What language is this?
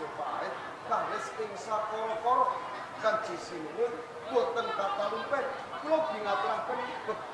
Javanese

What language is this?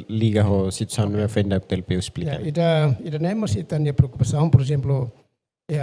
Tetum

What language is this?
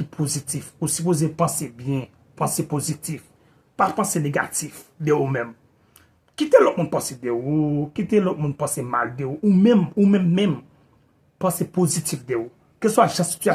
Haitian Creole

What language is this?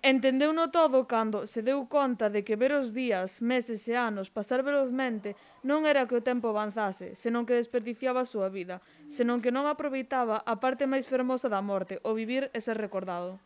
Galician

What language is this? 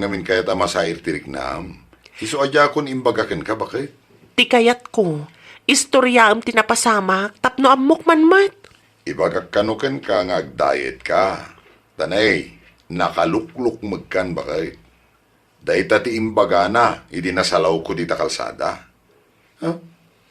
Iloko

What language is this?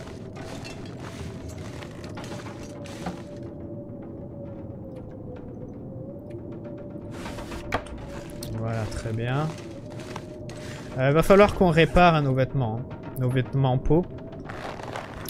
French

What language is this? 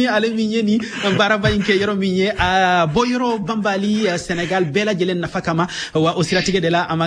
Bambara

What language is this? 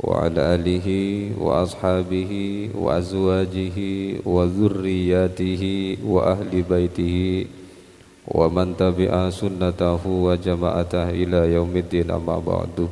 Madurese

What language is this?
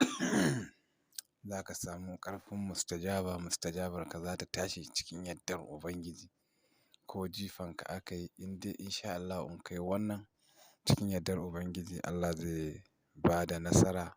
Hausa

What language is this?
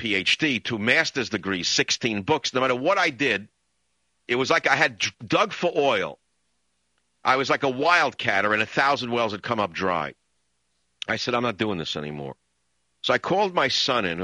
English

